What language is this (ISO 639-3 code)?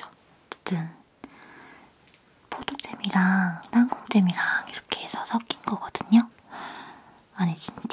kor